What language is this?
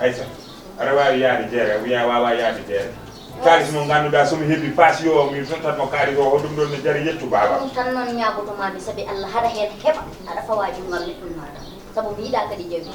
Fula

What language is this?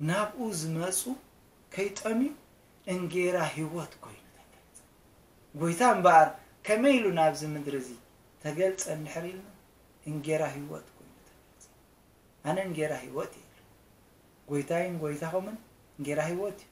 Tigrinya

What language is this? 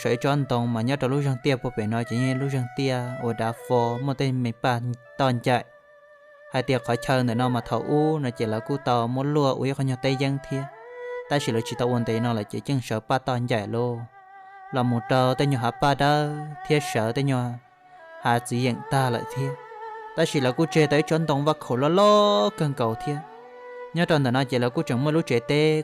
Hmong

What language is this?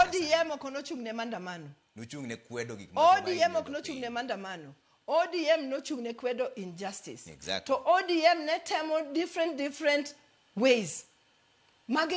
Luo (Kenya and Tanzania)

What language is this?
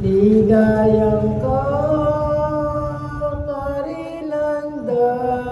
Pampanga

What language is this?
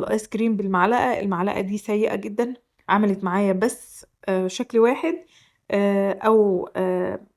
Egyptian Arabic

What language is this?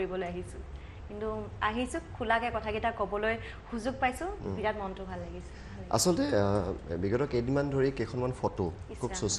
Assamese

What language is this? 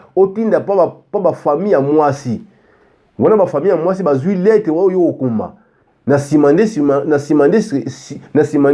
Lingala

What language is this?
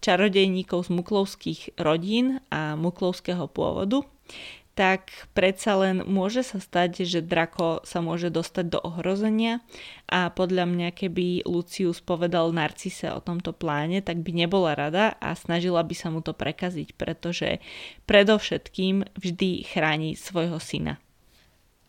Slovak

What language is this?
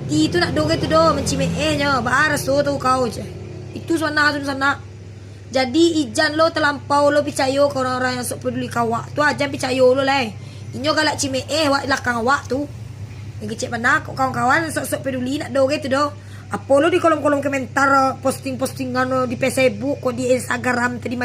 Minangkabau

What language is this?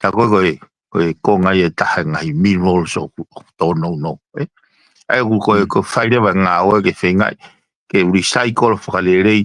Tongan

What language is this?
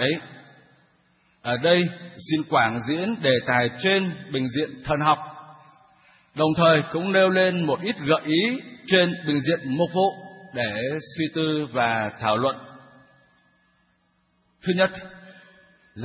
Vietnamese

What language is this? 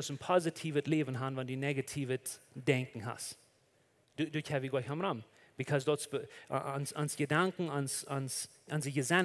Plautdietsch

